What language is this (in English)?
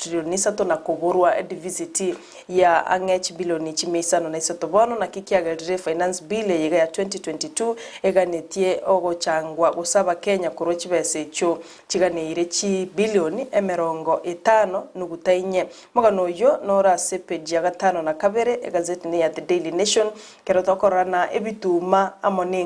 Gusii